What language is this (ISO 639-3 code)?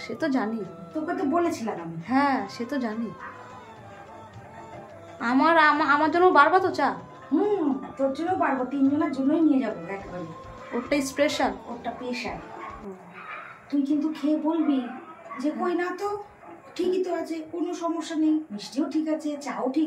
ben